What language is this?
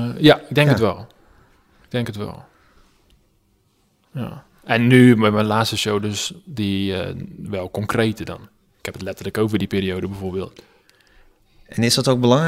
Dutch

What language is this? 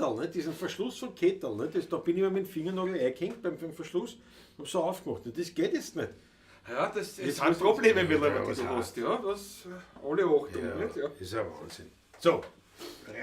Bavarian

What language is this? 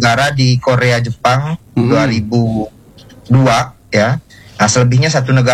Indonesian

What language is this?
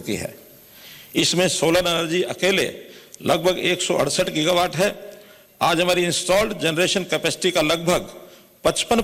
Hindi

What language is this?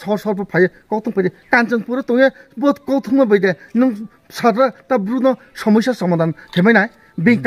Riang (India)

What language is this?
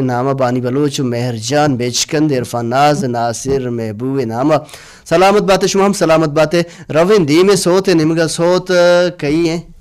Baluchi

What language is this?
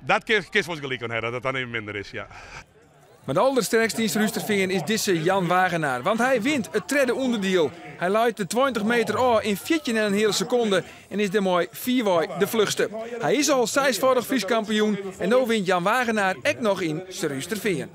Western Frisian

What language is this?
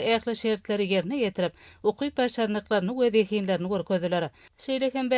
Turkmen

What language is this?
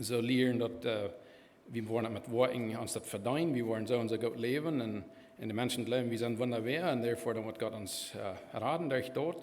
Plautdietsch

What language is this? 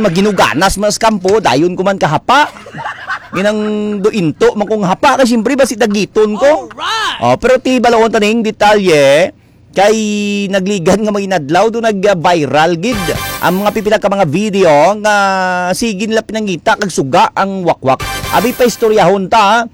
Hiligaynon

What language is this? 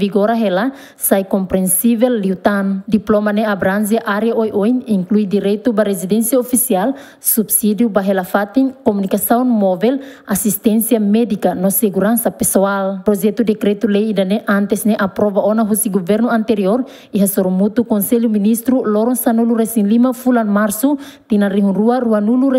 Tetum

